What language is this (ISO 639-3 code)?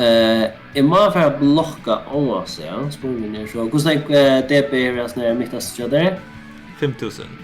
fao